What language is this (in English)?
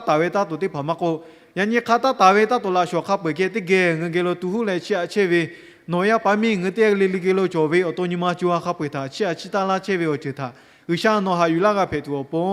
Lahu